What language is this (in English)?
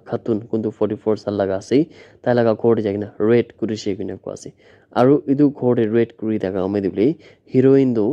Naga Pidgin